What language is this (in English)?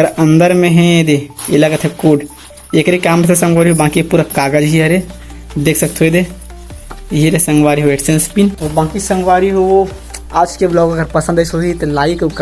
Chhattisgarhi